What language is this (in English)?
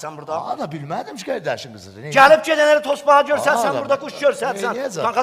South Azerbaijani